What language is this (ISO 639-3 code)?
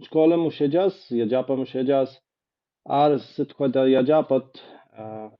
kbd